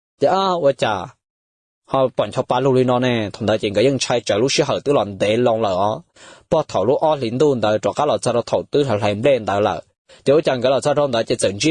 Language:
Hmong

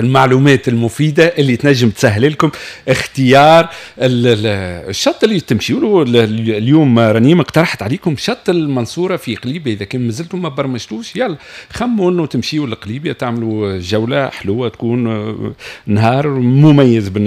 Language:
Tunisian Arabic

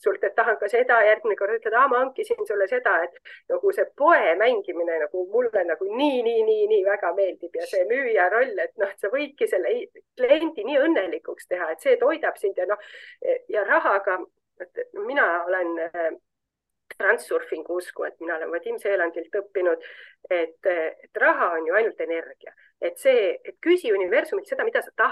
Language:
Estonian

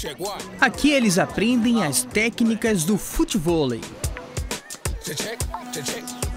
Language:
Portuguese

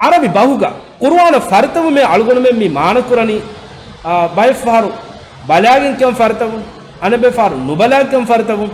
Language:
Divehi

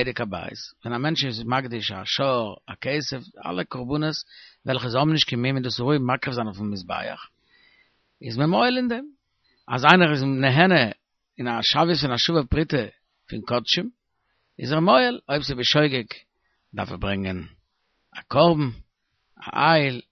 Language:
Yiddish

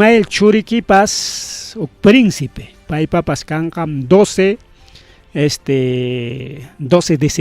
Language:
Ayacucho Quechua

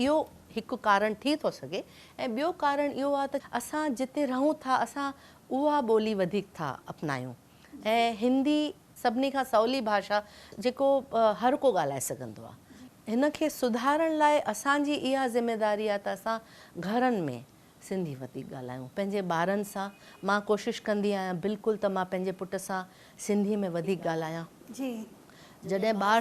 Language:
Sindhi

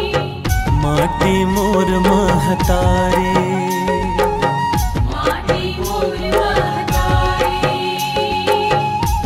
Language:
Chhattisgarhi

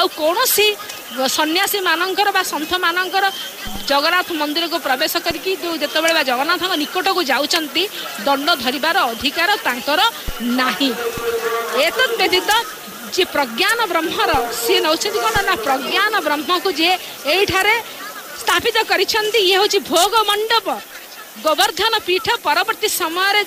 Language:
Odia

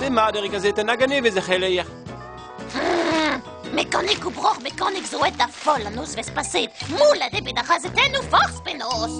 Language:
Breton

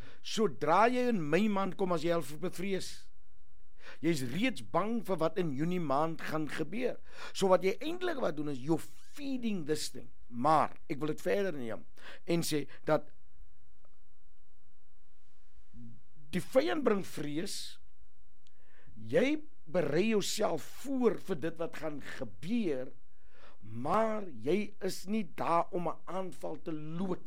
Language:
Afrikaans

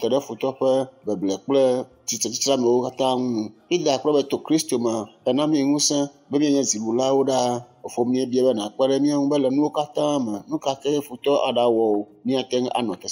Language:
Ewe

